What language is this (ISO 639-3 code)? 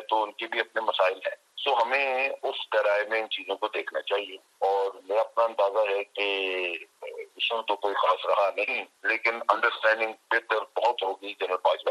urd